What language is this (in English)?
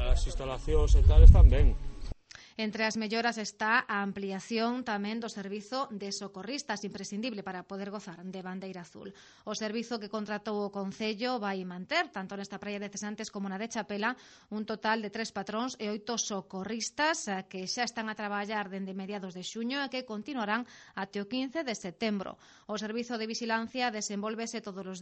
Galician